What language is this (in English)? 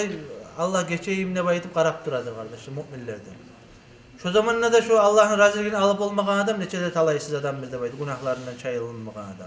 Kumyk